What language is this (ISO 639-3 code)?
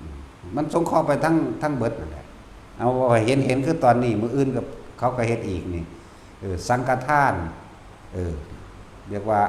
tts